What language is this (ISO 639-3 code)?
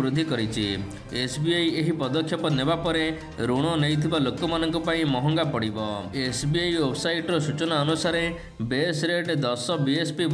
ori